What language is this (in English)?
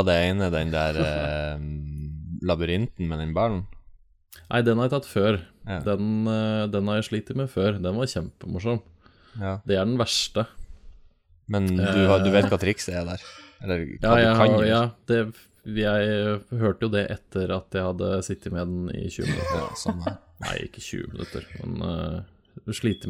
Norwegian